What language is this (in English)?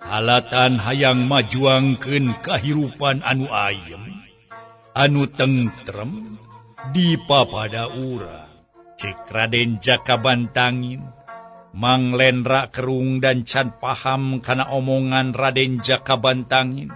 Sundanese